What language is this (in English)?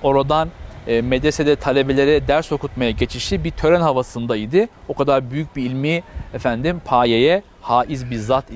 Turkish